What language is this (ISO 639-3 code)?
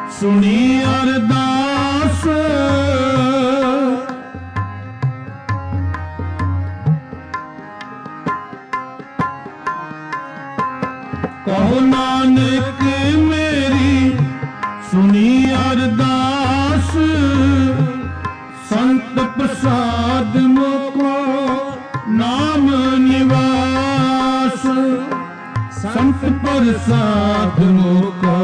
pan